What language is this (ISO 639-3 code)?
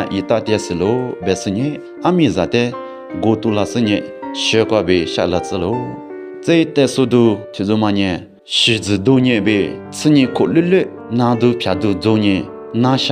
lis